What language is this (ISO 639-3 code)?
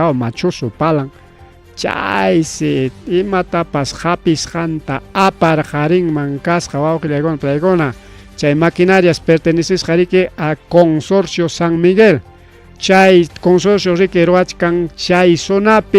quy